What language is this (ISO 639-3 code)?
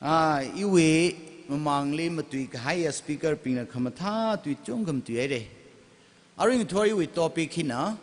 nmf